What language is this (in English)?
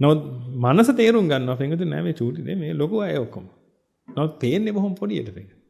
Sinhala